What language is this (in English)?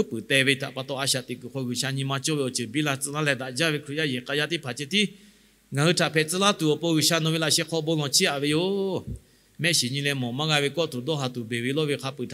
Lahu